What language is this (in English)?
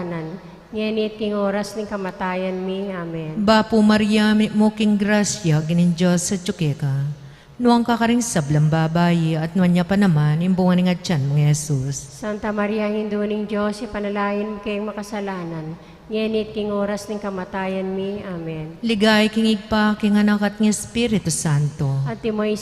Pampanga